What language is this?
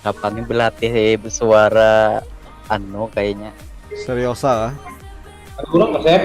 Banjar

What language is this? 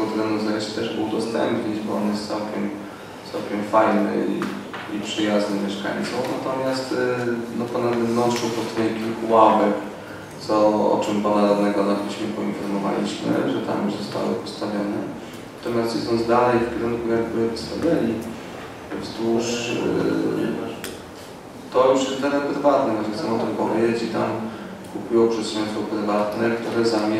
Polish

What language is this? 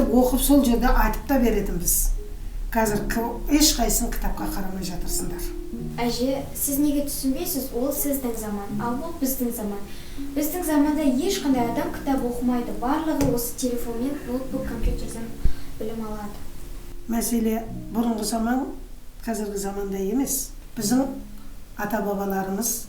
Kazakh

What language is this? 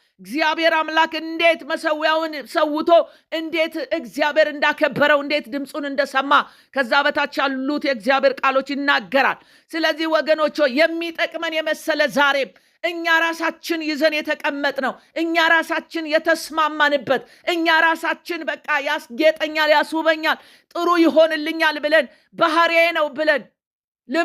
Amharic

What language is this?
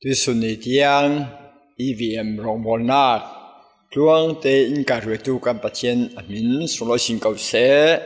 Falam Chin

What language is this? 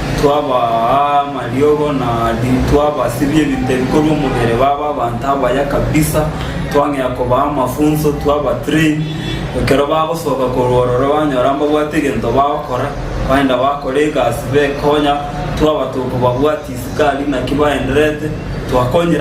Gusii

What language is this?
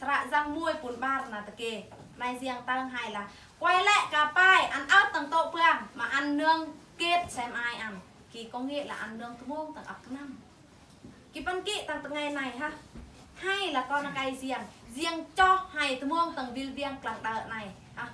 Eastern Bru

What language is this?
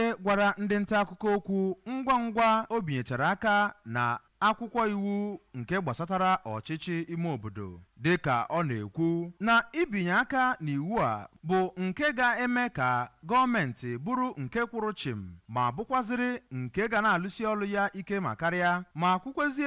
Igbo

